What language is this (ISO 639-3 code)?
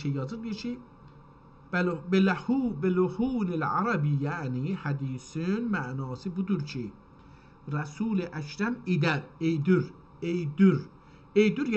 azb